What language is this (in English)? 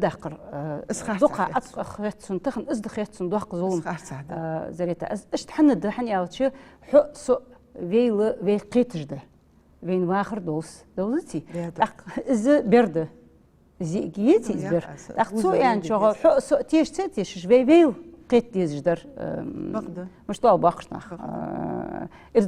Ingush